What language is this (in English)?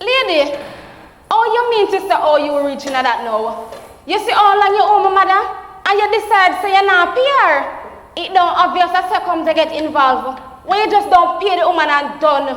Jamaican Creole English